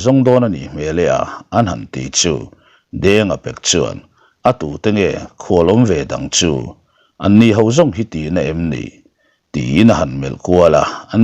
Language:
Mizo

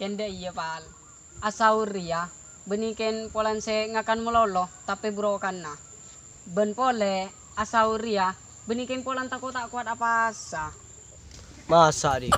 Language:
Madurese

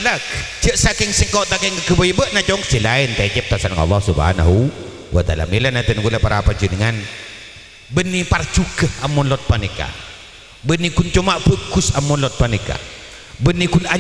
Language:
Madurese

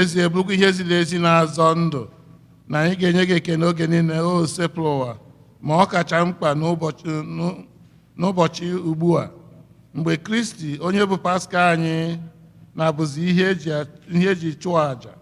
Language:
Igbo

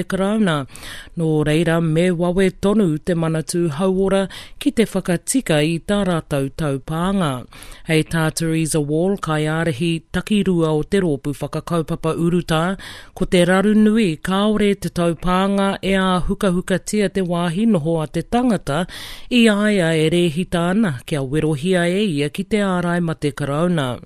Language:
Māori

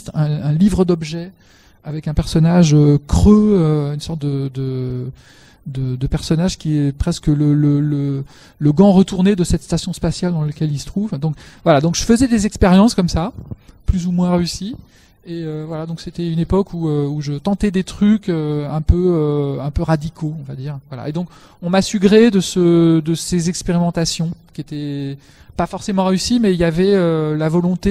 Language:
French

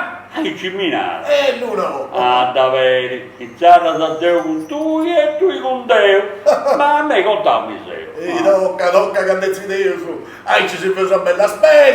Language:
Sardinian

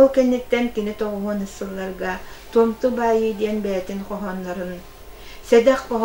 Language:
Yakut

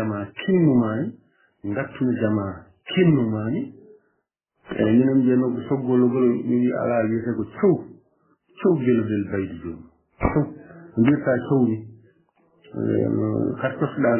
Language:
Fula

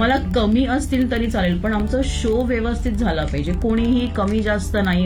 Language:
Marathi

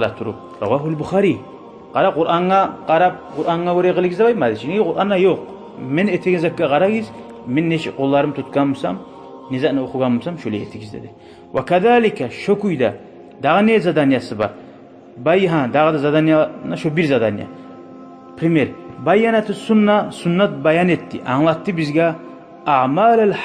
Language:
Kumyk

